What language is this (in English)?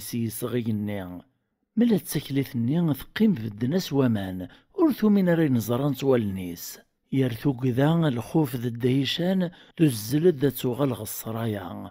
Kabyle